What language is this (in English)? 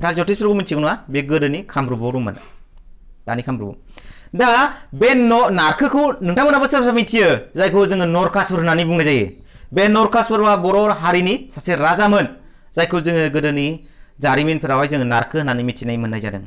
Bodo